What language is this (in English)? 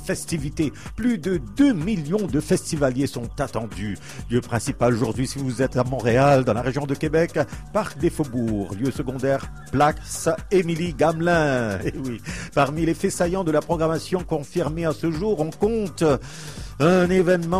French